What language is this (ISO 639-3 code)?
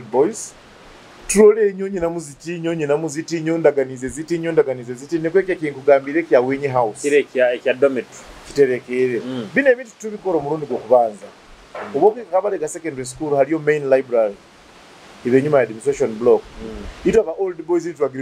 nyo